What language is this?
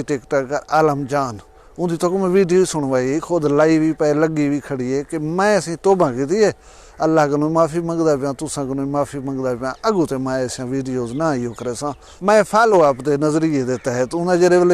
Saraiki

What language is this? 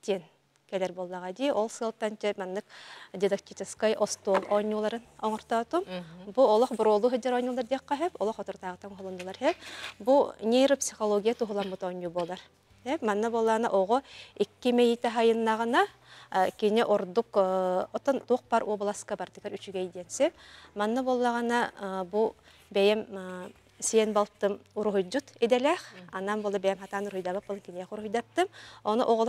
Yakut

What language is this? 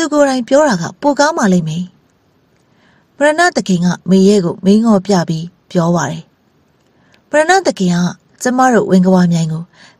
Burmese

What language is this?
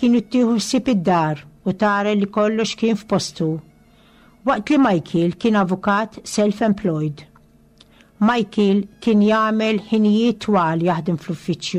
Maltese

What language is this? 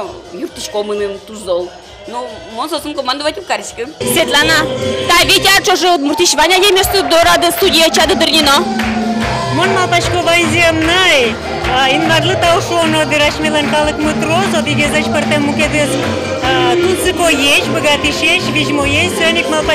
Udmurt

